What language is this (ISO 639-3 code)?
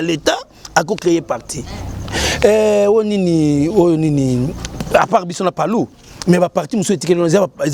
lin